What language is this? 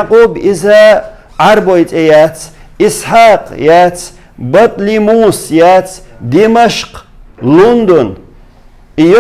Chechen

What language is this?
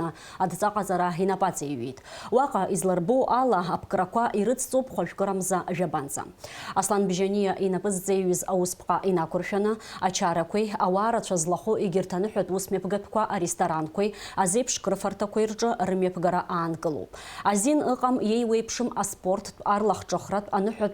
Abkhazian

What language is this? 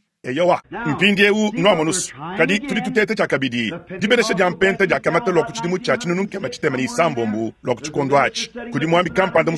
Luba-Lulua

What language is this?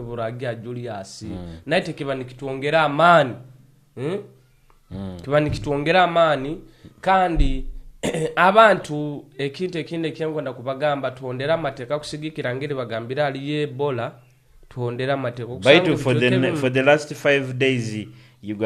Nyoro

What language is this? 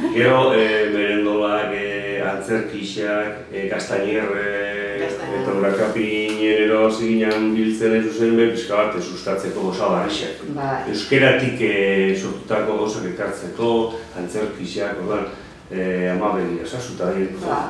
Basque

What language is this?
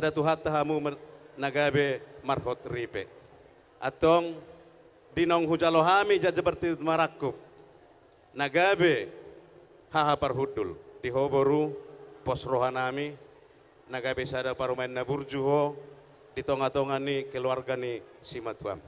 Batak Toba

